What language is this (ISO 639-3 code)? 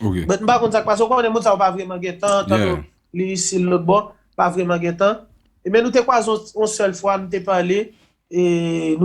hat